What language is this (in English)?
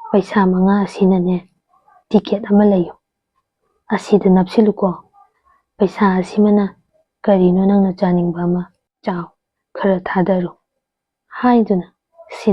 Manipuri